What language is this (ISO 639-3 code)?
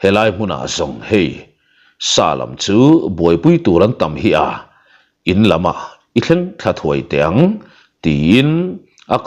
lus